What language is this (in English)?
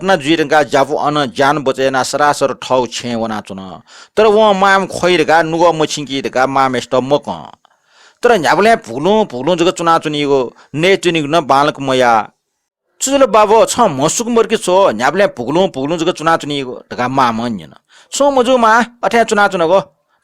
Newari